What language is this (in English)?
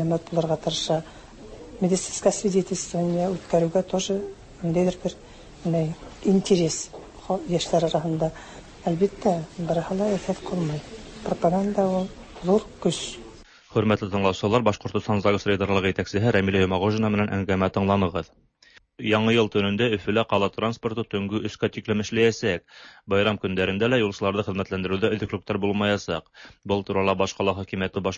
Tatar